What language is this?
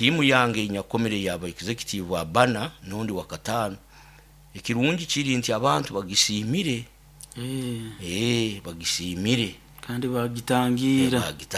Nyoro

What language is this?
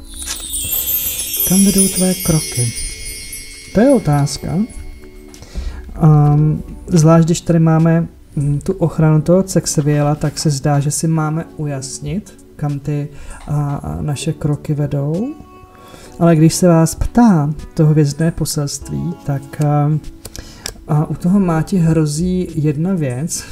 Czech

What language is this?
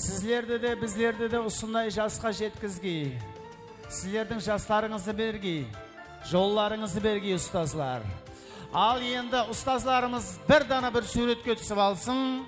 Kara-Kalpak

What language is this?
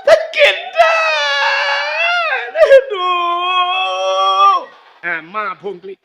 Achinese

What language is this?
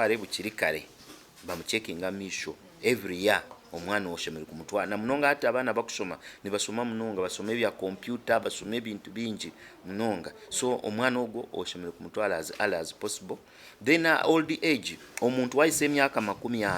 Nyankole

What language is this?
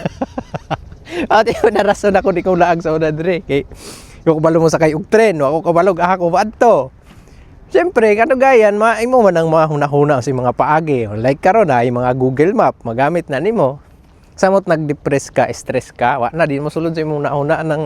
Cebuano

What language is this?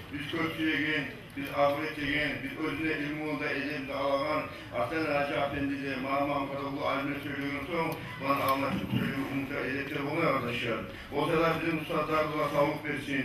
Kumyk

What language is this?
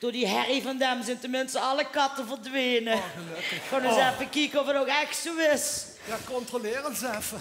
Limburgish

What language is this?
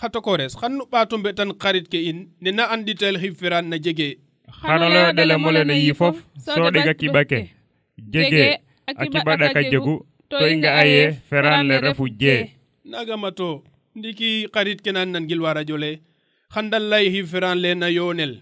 Serer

